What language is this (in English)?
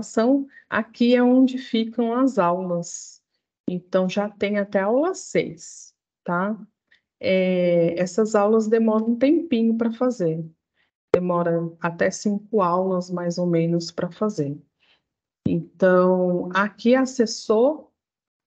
Portuguese